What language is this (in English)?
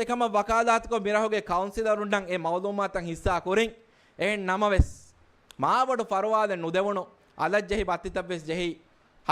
Divehi